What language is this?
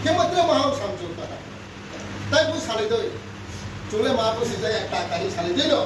Riang (India)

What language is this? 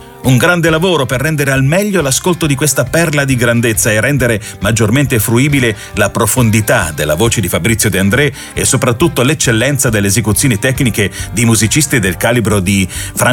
Italian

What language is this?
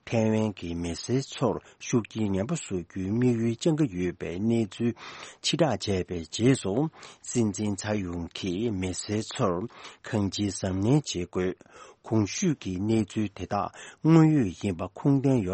Tibetan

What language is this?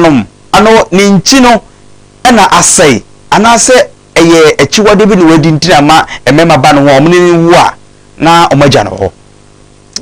Akan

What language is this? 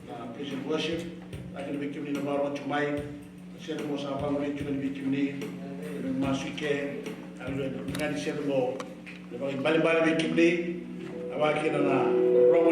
Fijian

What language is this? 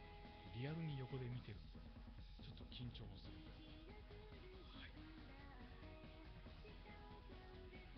Japanese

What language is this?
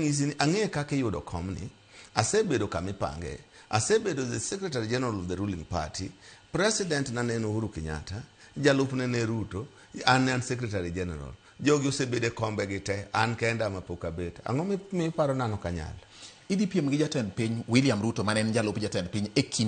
Luo (Kenya and Tanzania)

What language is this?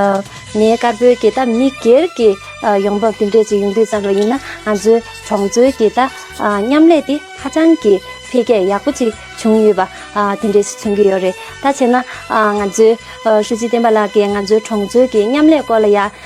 Tibetan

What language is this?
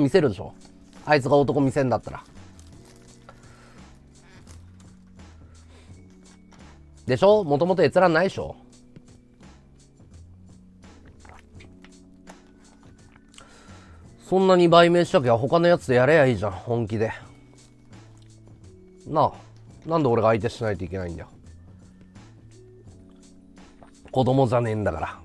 Japanese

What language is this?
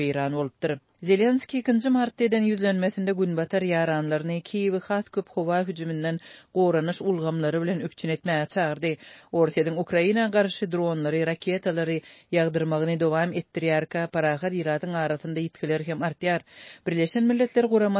Turkmen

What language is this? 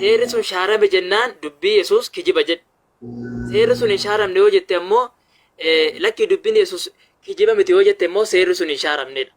Oromo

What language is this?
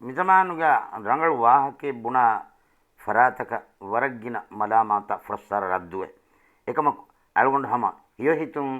Divehi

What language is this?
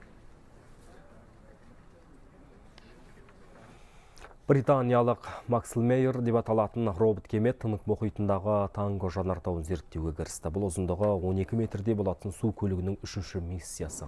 Kazakh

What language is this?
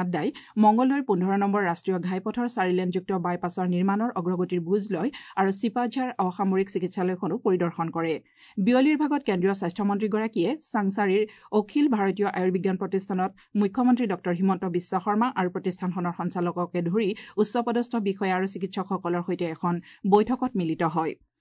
Assamese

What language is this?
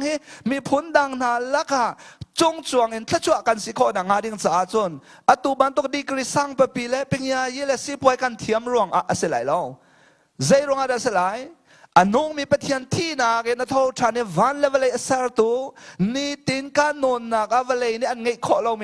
Hakha Chin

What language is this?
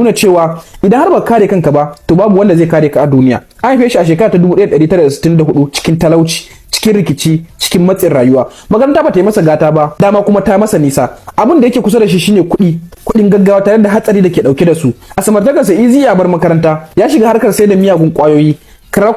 Hausa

